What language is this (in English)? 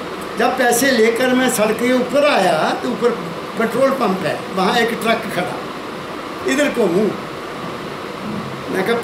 Hindi